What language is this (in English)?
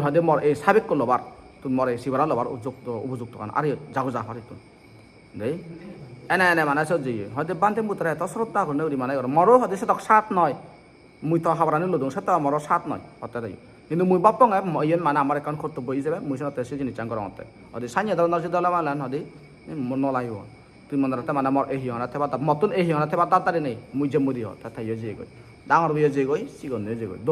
Chakma